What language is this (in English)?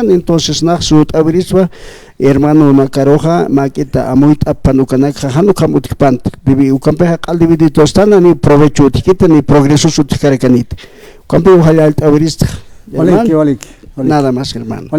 Aymara